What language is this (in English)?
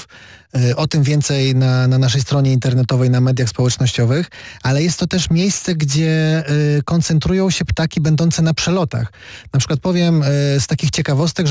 Polish